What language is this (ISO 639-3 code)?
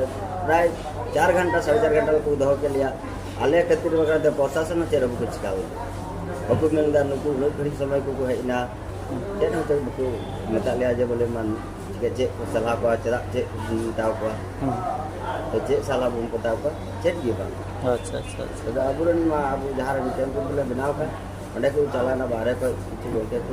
sat